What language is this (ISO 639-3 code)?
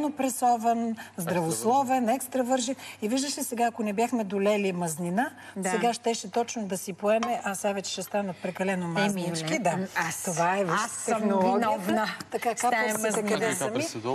bul